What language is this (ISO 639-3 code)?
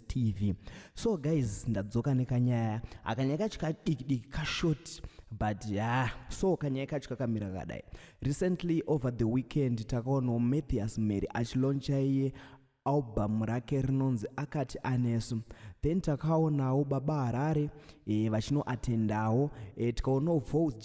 sna